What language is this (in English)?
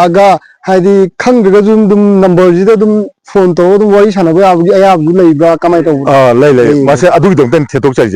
Manipuri